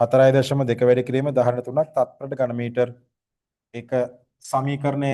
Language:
Sinhala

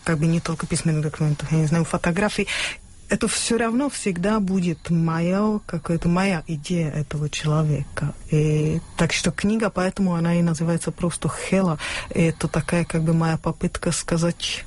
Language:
Russian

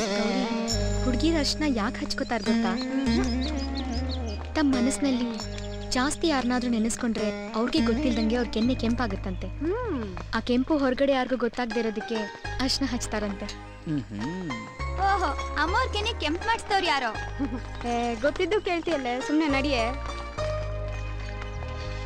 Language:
Kannada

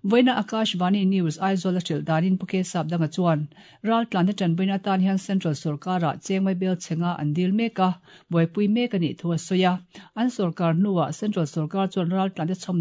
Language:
Mizo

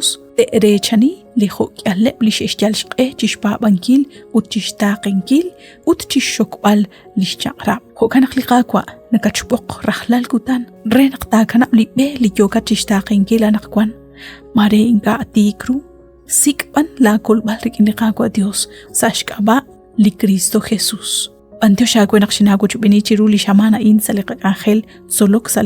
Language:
Kekchí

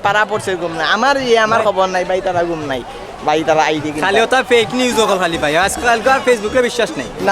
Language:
Sylheti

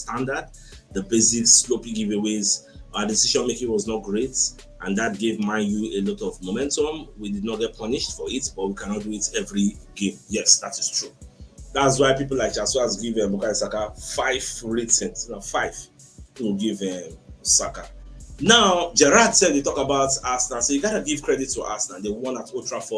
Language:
Nigerian Pidgin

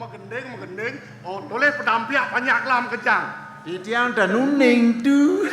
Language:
Balinese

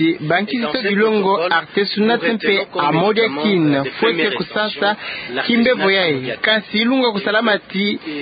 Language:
Kituba (Democratic Republic of Congo)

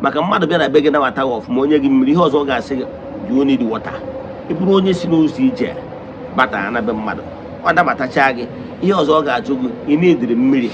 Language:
Igbo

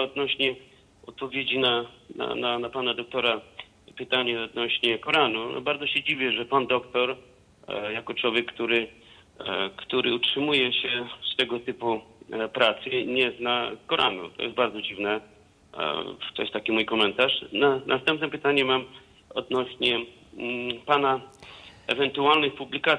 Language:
Polish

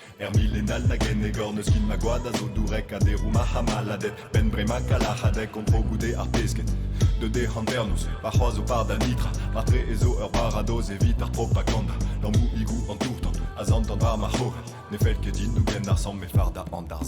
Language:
Breton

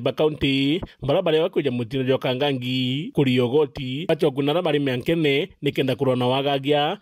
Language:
Meru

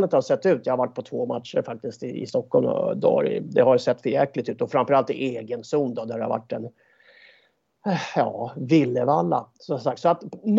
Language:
Swedish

